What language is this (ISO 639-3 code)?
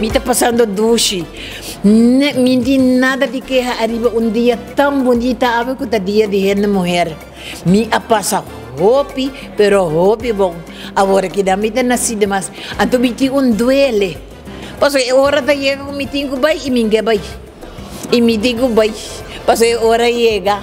pap